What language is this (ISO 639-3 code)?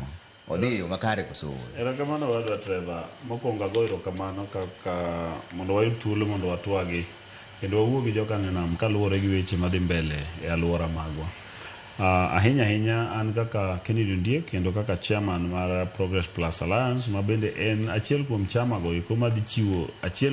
luo